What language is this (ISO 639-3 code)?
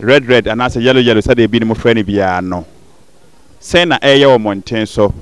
aka